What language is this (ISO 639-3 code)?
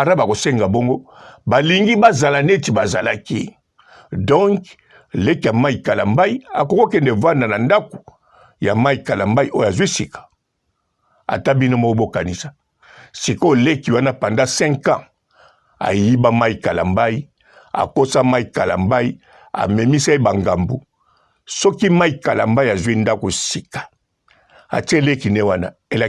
lin